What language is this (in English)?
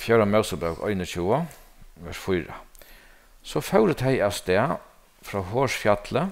Faroese